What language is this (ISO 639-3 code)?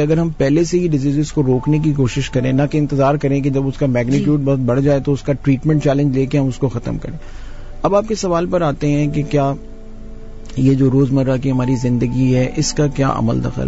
urd